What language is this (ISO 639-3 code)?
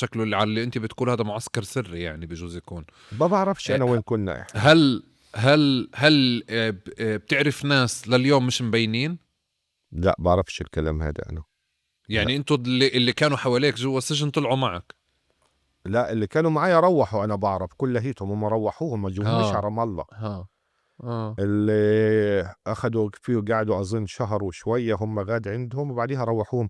apc